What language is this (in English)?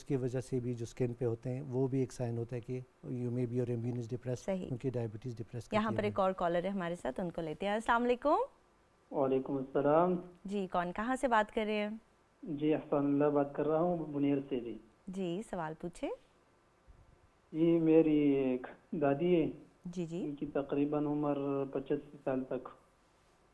Urdu